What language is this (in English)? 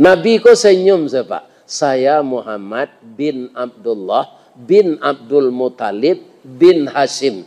Minangkabau